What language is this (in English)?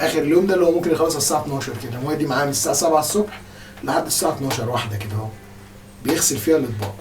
Egyptian Arabic